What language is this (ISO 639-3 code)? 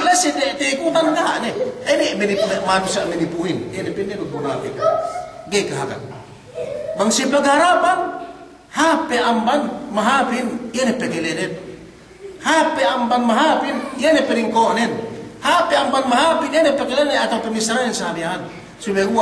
yka